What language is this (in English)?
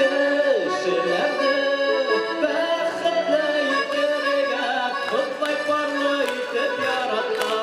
Bashkir